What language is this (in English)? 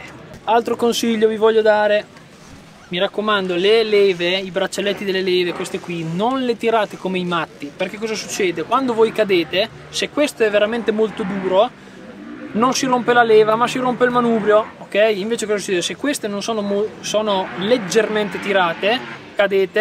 Italian